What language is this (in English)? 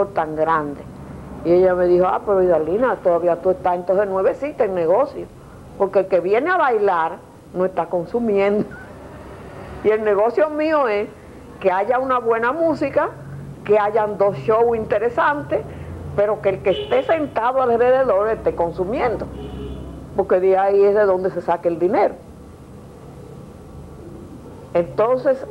Spanish